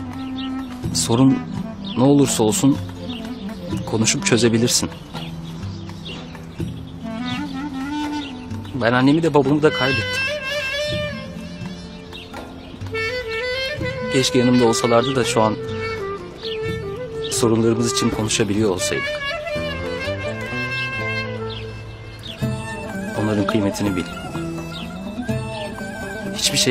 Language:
Turkish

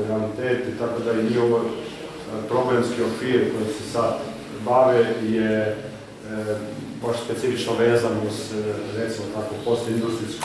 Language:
Croatian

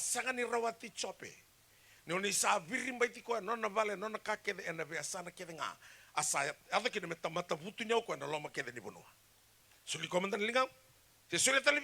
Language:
Fijian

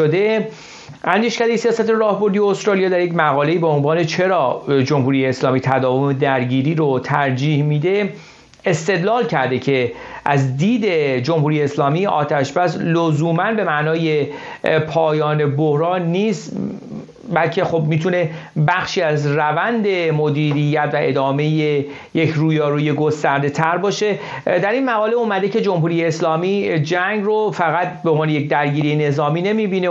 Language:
Persian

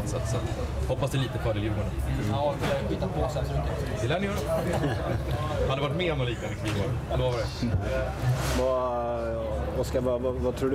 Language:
Swedish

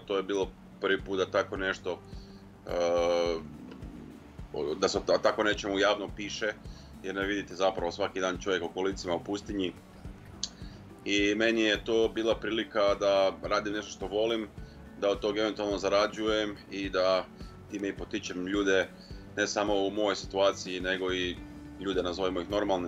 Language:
Croatian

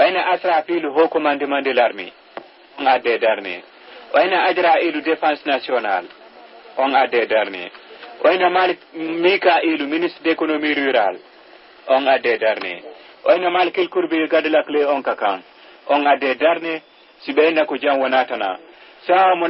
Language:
Fula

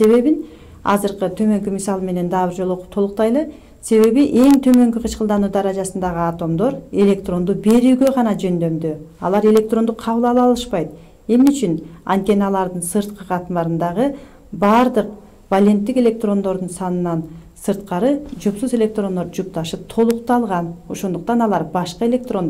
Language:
Kyrgyz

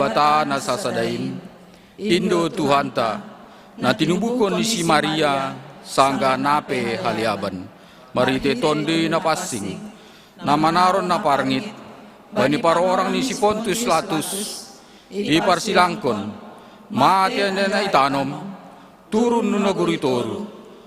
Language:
Batak Simalungun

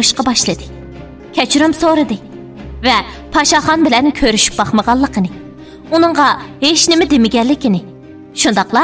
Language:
Uyghur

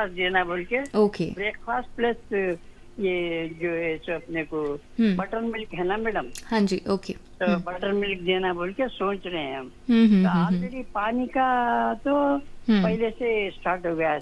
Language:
Hindi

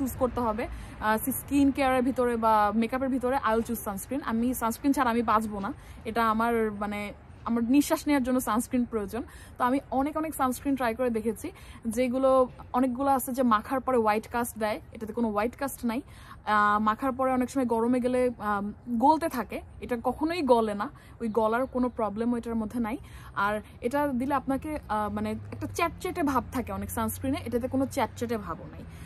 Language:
Bangla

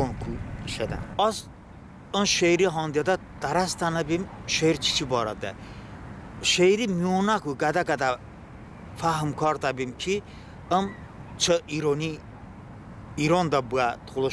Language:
Talysh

